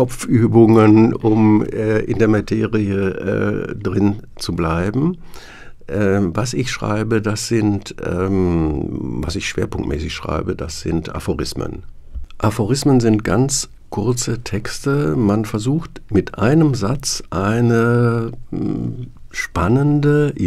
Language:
German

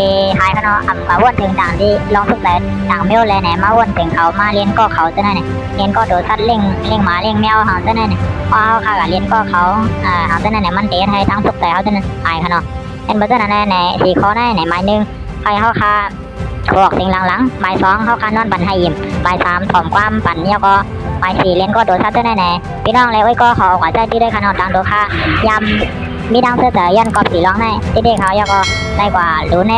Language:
Shan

